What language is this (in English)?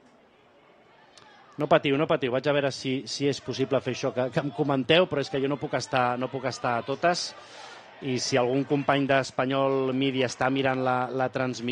Catalan